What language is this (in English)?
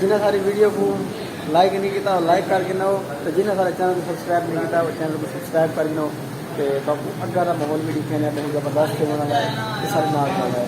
Saraiki